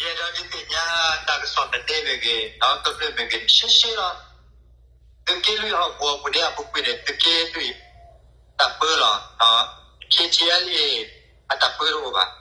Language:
S'gaw Karen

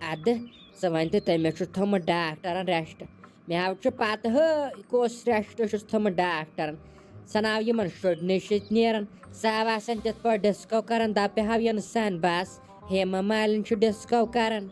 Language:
Kashmiri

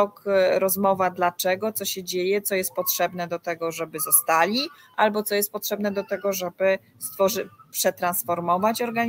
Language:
Polish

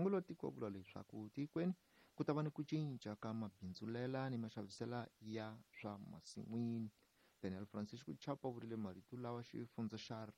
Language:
Tsonga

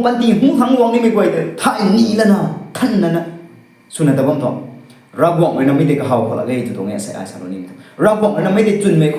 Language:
Rongmei Naga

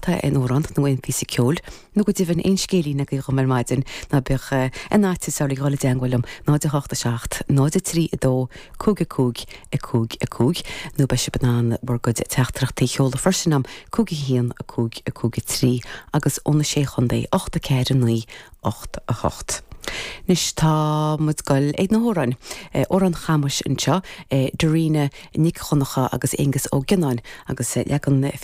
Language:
Irish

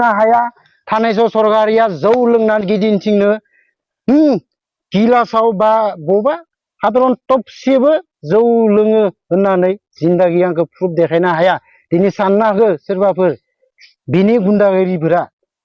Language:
Bodo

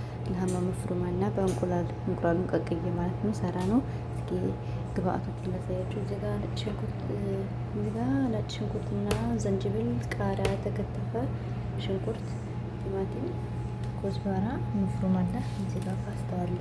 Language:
Amharic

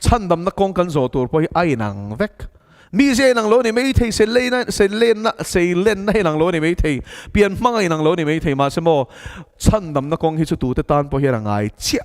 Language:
Mizo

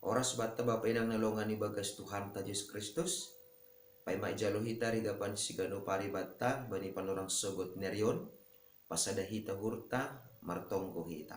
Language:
Batak Simalungun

